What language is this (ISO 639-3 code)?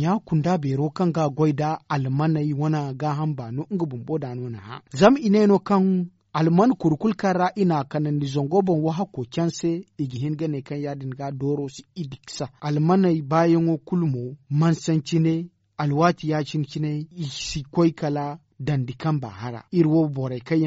dje